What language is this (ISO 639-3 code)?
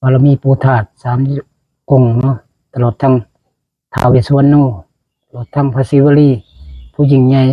tts